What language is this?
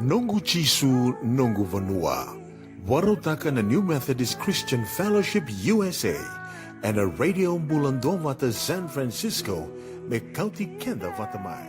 Fijian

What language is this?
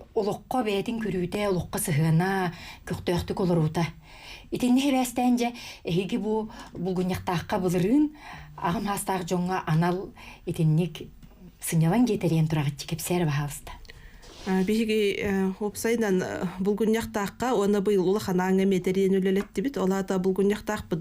Yakut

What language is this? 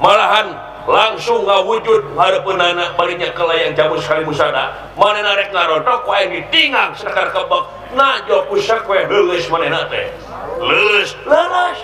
Sundanese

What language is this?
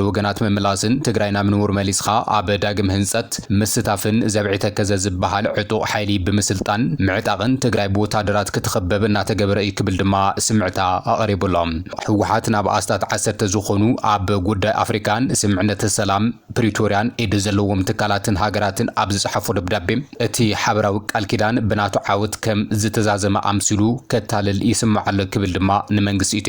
Tigrinya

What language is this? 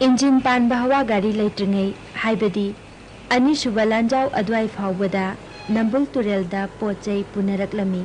Manipuri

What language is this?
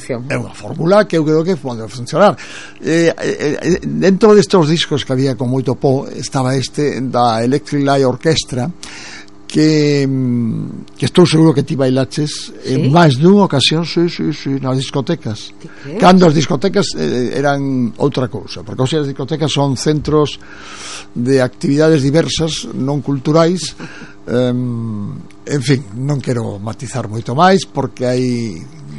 Galician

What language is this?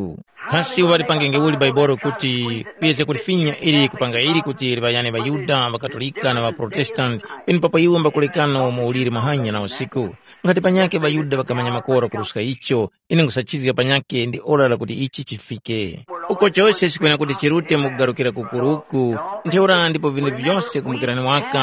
Tumbuka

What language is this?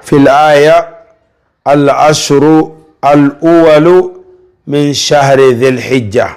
Wolof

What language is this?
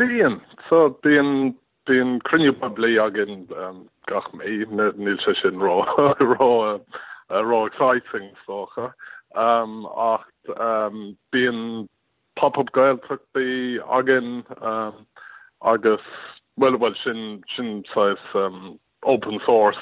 Irish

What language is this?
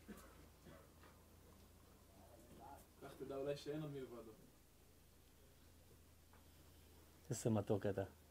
Hebrew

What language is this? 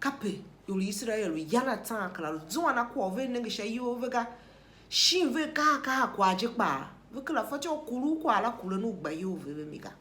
Tiv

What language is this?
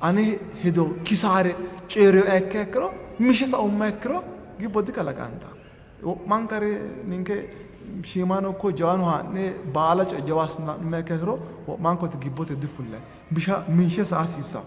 Sidamo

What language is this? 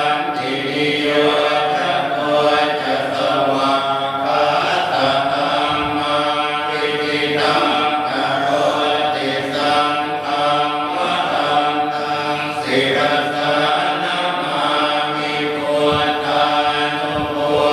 Pali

